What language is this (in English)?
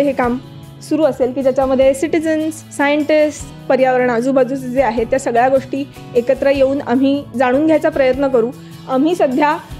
Marathi